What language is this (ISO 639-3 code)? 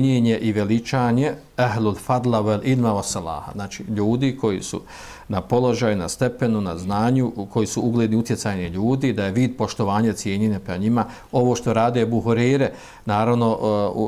bos